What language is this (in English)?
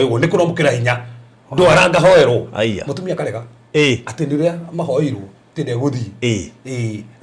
Kikuyu